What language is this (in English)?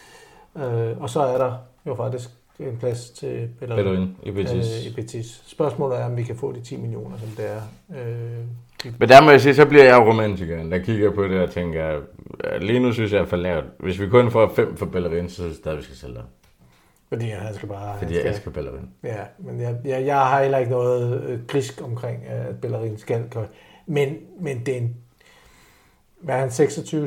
Danish